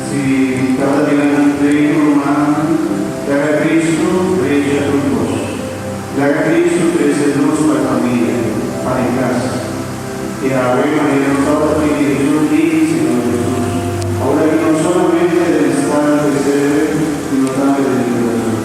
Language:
Papiamento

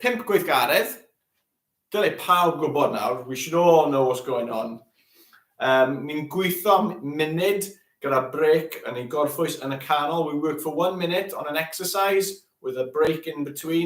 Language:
Welsh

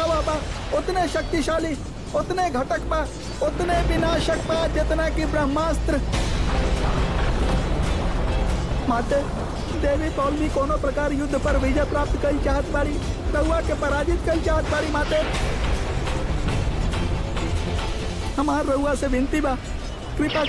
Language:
Bhojpuri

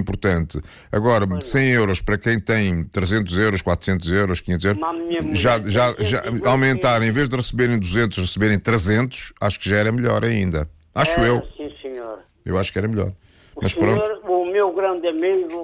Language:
Portuguese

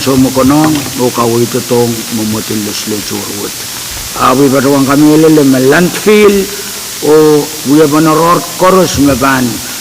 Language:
Pohnpeian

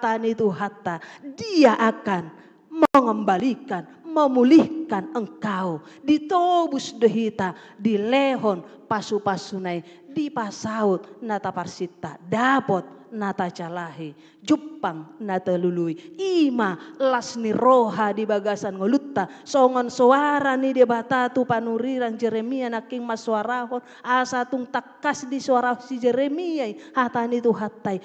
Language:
Batak Toba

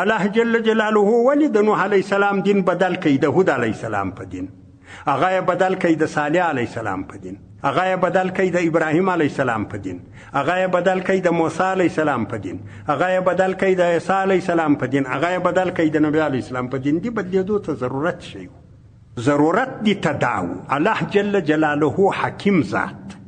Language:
Pashto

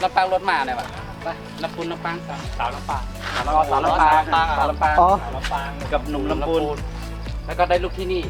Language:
Shan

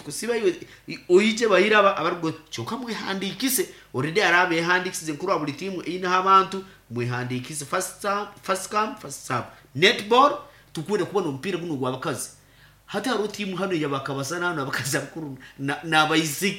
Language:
Nyankole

